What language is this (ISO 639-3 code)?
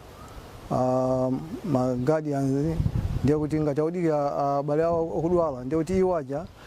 nya